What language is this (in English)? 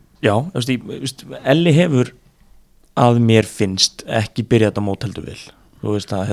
Icelandic